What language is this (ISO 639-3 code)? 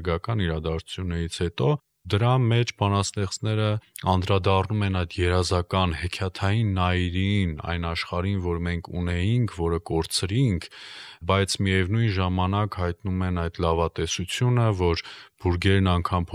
hye